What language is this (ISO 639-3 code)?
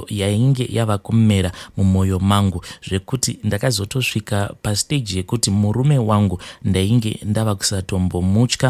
sna